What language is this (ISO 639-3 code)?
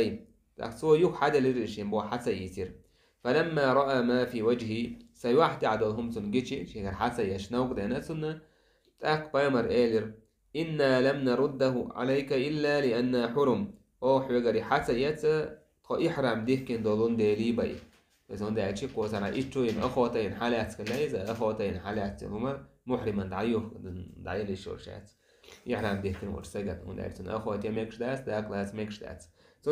che